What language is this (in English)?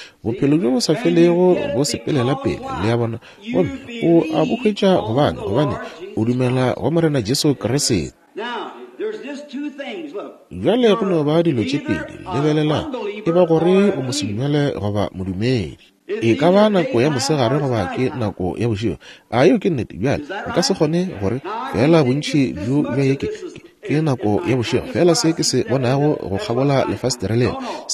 Northern Sotho